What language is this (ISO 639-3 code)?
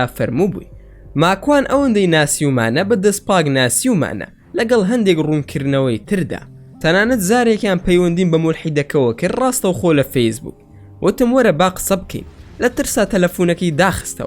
ckb